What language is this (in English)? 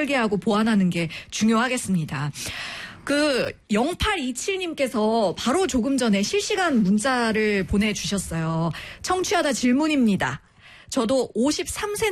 Korean